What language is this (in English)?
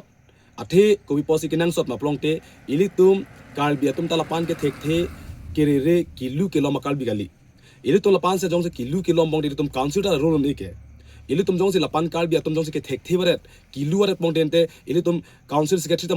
Karbi